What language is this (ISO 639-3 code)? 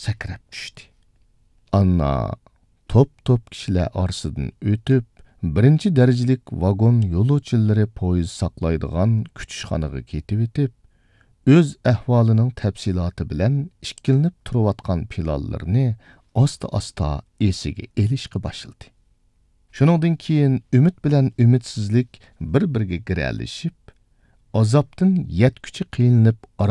uig